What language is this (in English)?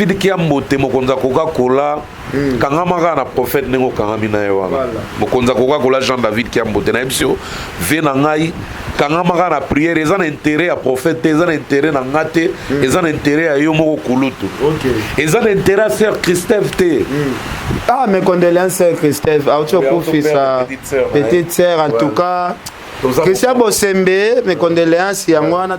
Lingala